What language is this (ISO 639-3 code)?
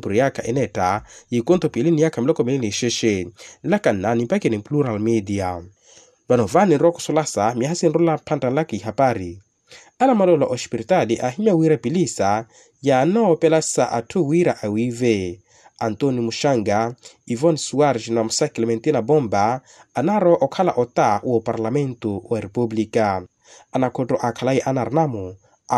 vmw